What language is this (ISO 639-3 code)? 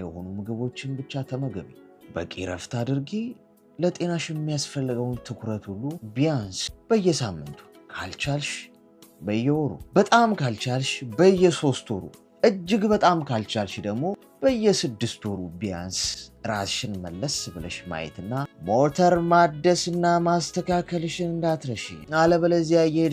amh